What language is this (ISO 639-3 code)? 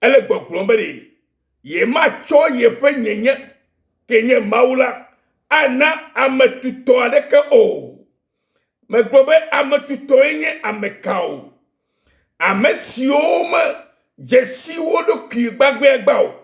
ewe